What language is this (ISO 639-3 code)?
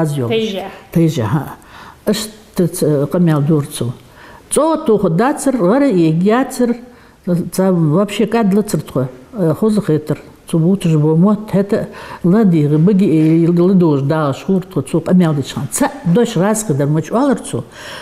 inh